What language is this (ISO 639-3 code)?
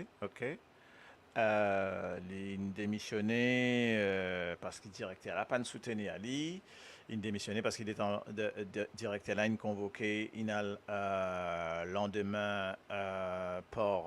mfe